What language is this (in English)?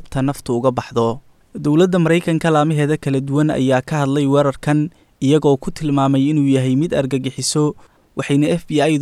Somali